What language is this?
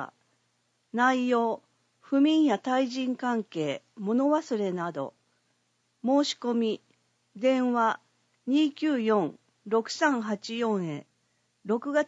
Japanese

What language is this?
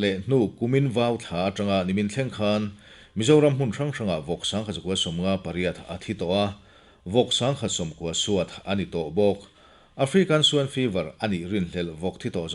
Mizo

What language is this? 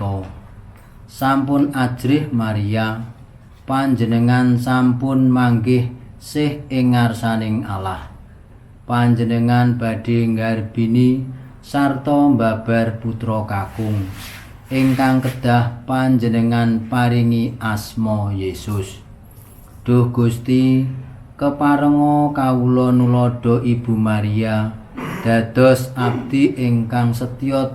Javanese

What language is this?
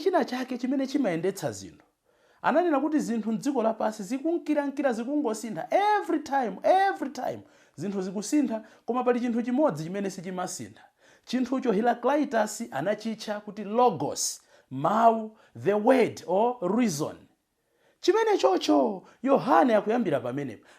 Nyanja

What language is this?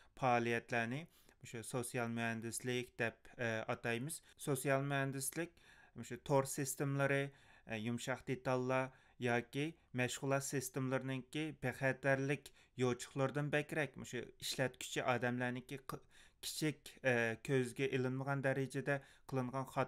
Uyghur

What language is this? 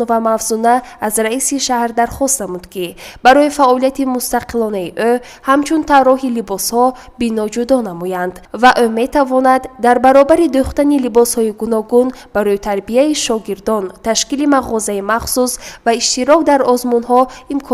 Tajik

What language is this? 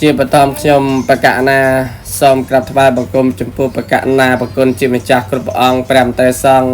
Khmer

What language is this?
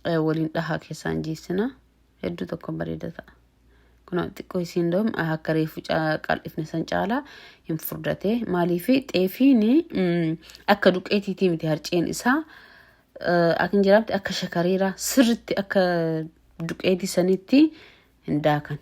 Oromo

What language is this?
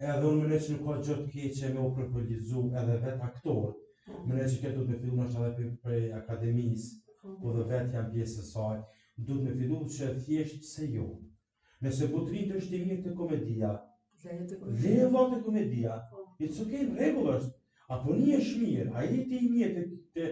Albanian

